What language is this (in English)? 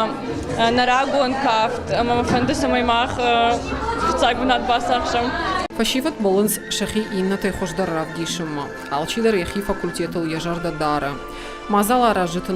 Ossetic